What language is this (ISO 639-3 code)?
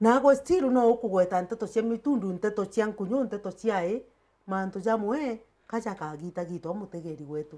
mer